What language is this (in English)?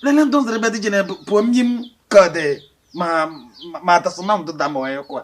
Kabiyè